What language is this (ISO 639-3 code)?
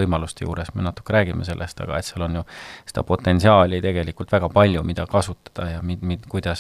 est